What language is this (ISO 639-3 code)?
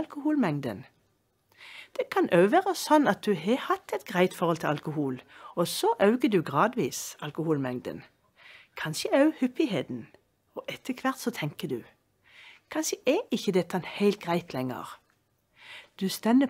nor